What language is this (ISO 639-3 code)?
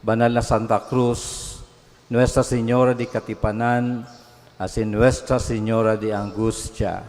bik